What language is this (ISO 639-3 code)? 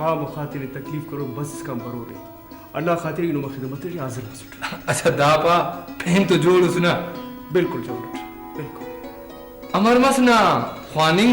brh